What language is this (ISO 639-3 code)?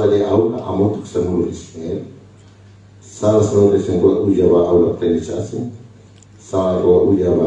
tet